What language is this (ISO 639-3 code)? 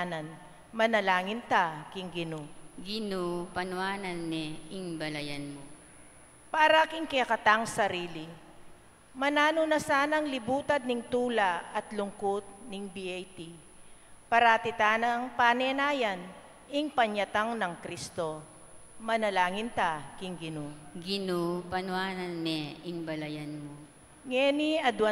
pam